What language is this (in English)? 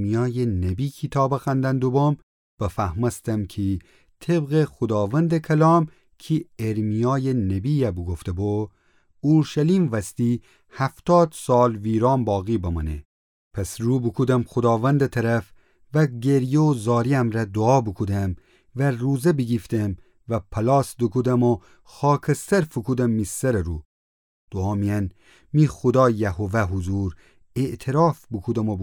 Gilaki